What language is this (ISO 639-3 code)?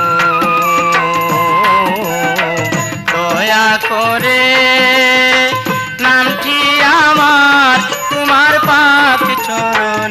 ben